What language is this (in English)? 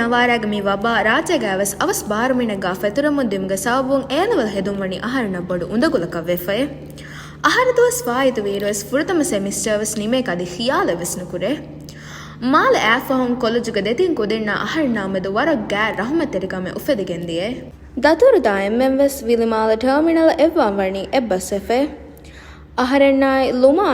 Divehi